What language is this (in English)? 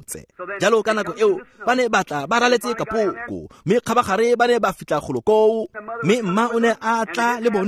Tswana